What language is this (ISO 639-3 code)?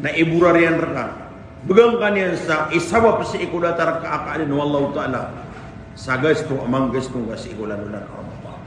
mrw